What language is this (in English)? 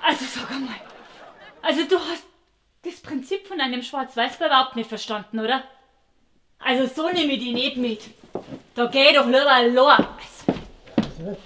Bavarian